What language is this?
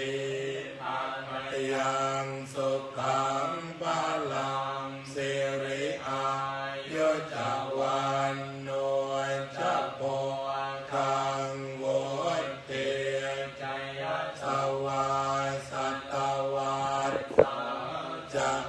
Pali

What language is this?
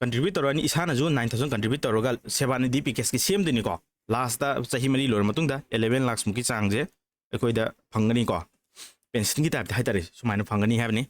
Manipuri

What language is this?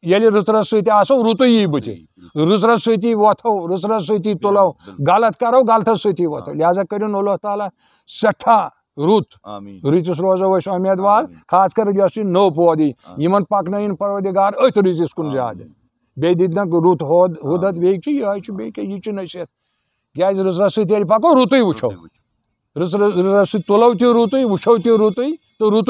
Kashmiri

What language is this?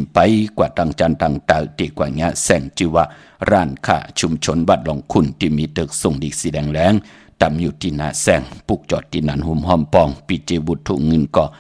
Shan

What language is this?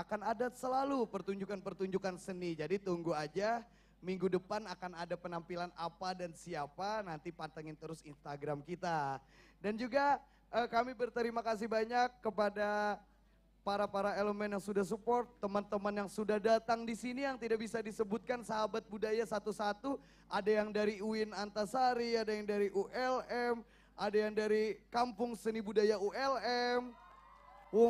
Banjar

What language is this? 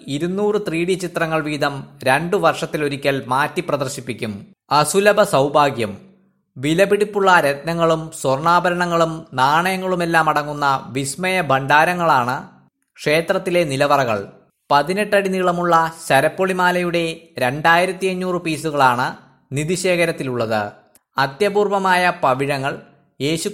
Malayalam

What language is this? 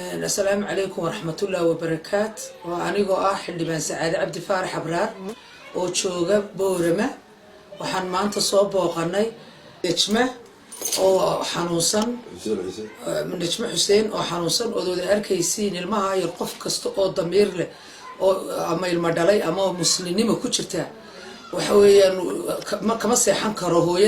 Somali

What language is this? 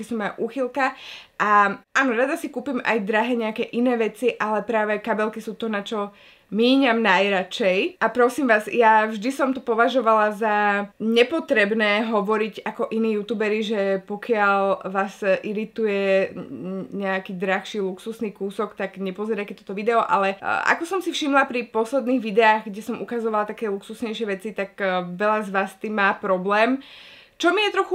Slovak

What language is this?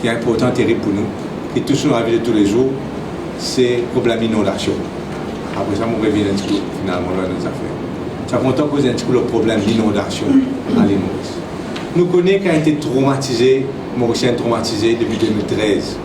Morisyen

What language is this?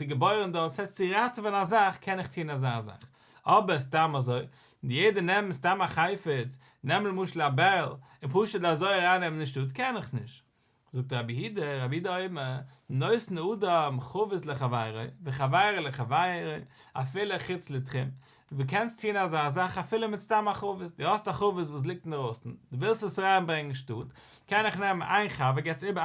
Yiddish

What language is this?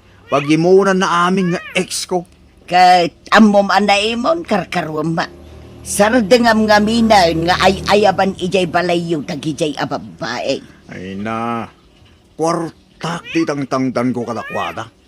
Iloko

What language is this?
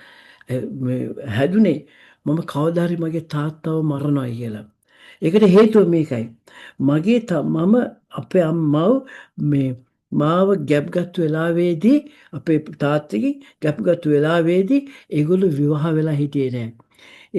Sinhala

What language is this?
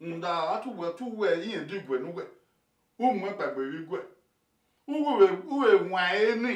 Bini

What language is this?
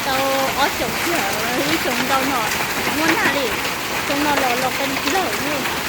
Hmong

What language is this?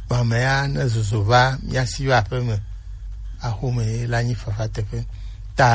Gen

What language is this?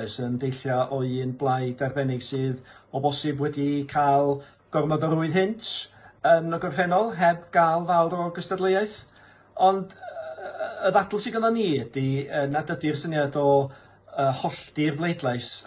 Welsh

